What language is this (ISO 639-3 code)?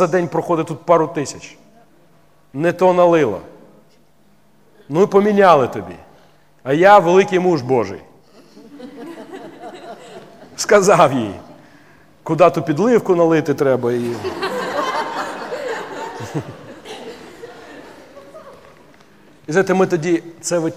ukr